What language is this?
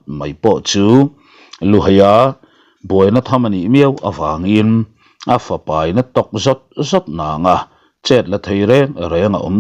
Mizo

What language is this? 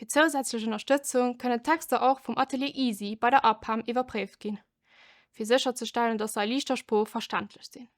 Luxembourgish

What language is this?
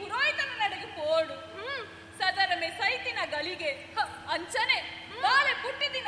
Tulu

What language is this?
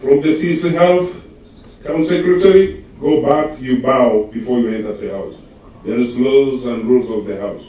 Gusii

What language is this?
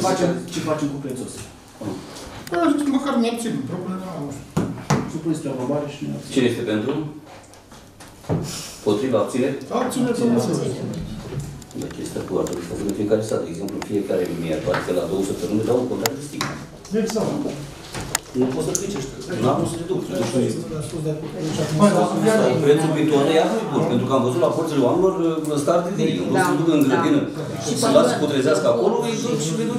Romanian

